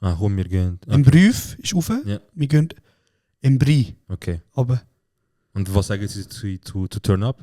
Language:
Swiss German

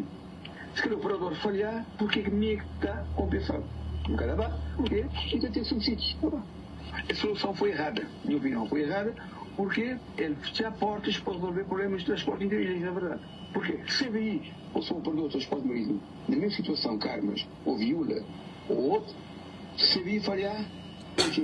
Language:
Kabuverdianu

